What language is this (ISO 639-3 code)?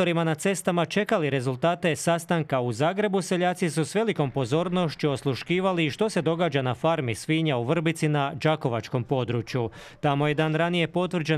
hrv